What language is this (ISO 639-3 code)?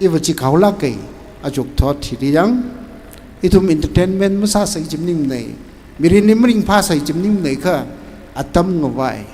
nmf